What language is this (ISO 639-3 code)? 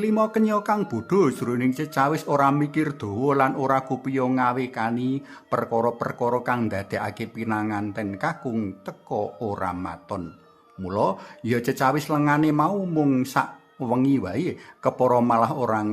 jav